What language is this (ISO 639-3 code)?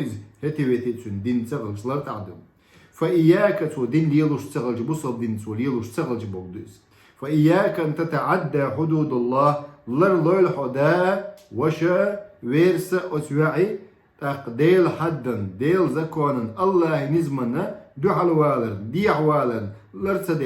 che